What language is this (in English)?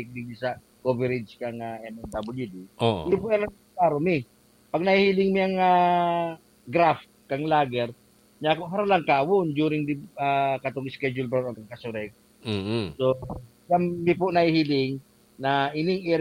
Bikol